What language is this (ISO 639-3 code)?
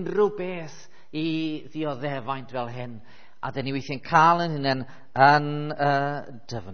cym